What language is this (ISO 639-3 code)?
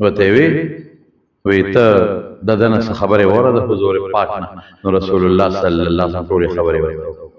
pus